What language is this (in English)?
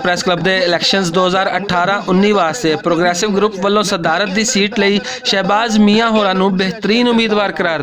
Western Panjabi